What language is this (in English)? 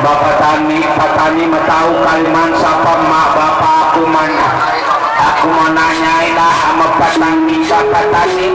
Betawi